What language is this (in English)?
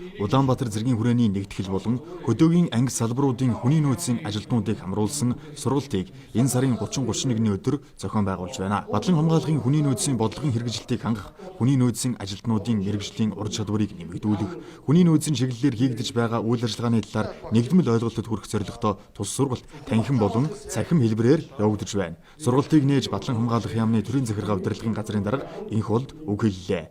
Mongolian